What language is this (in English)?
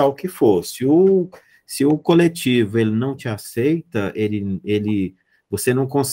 Portuguese